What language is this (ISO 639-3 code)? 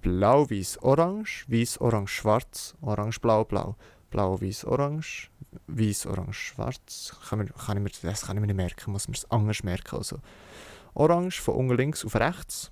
gsw